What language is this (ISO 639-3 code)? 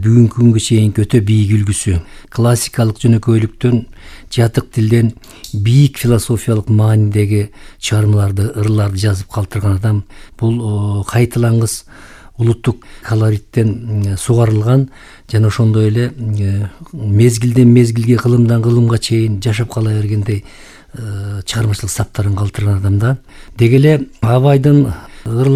kir